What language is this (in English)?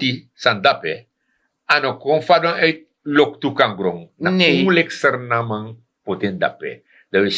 Sranan Tongo